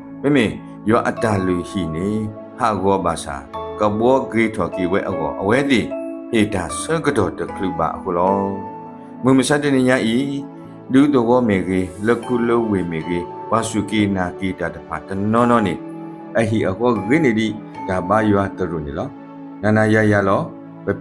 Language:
S'gaw Karen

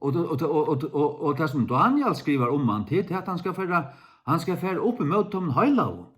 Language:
Faroese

